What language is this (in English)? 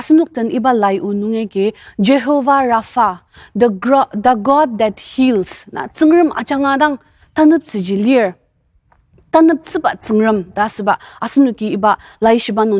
Ao Naga